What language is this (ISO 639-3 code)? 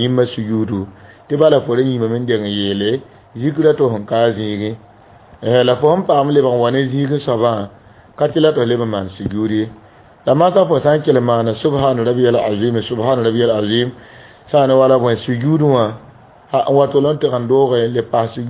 mos